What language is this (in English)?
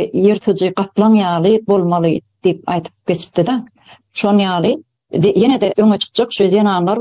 Turkmen